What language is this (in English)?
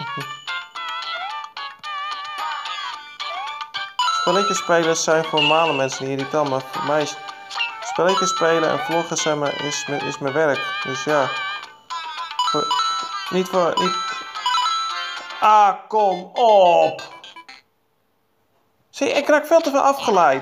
Dutch